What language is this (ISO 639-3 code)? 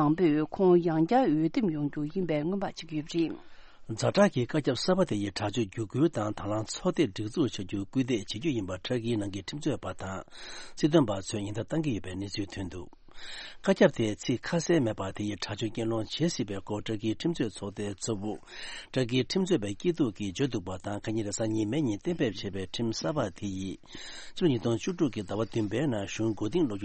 bod